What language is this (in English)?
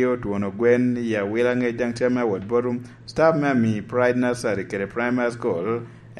Lango (Uganda)